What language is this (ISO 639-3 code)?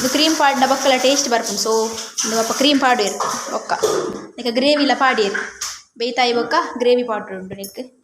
tcy